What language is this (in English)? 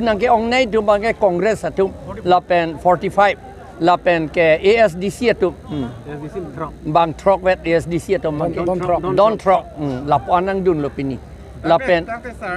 Karbi